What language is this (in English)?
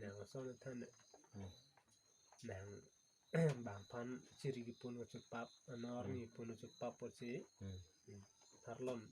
Karbi